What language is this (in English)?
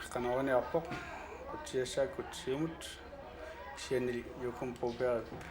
Kalaallisut